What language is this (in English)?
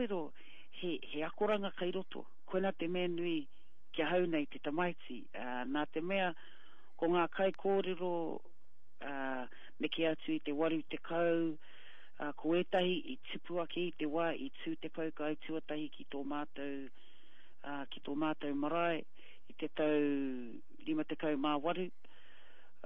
Māori